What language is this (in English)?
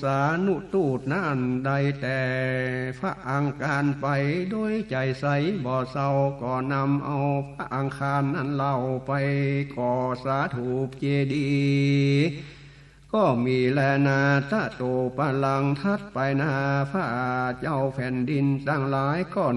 Northern Thai